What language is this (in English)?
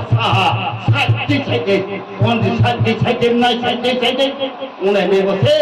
Riang (India)